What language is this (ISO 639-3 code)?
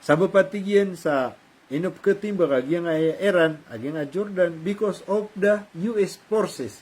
mrw